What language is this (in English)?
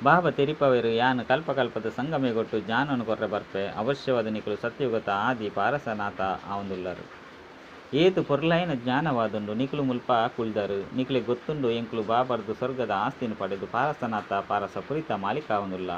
Tulu